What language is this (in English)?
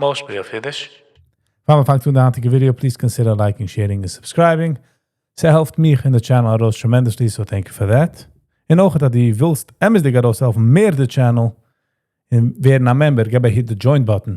Yiddish